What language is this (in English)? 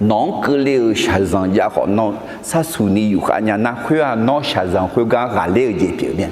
Akha